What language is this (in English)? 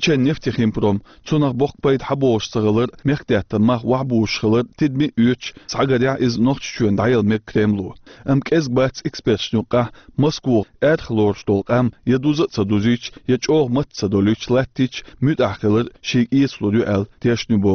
Chechen